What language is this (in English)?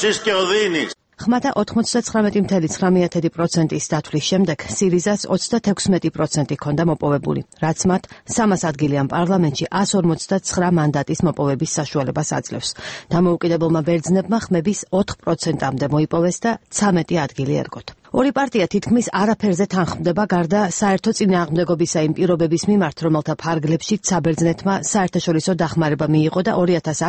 Georgian